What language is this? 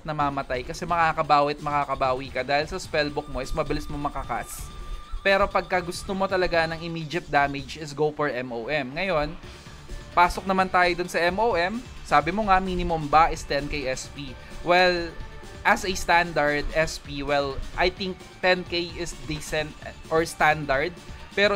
Filipino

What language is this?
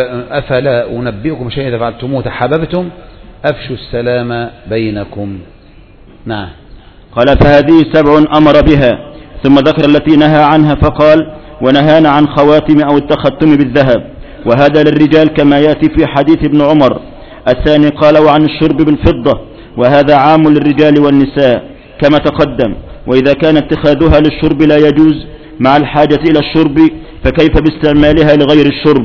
Arabic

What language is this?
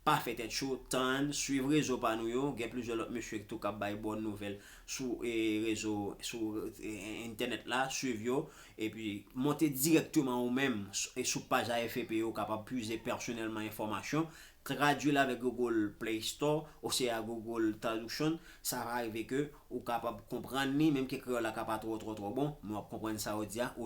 Haitian Creole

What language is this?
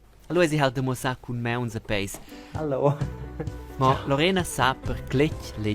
Romansh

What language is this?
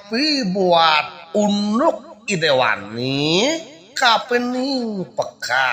Balinese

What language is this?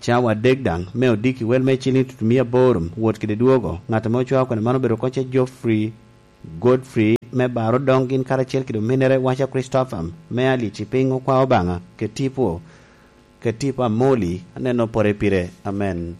Lango (Uganda)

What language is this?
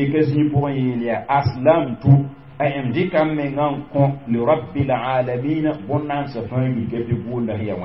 Mossi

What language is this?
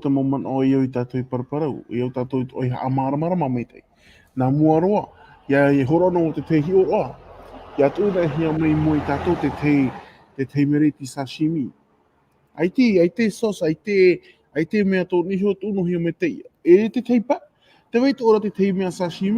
Tahitian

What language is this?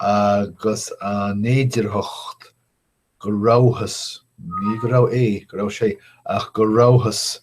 Irish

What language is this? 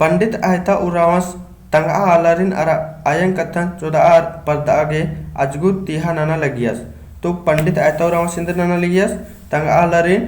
Kurukh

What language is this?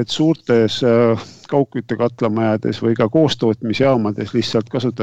Estonian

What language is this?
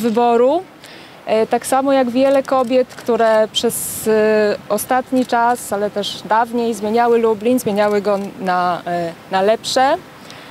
Polish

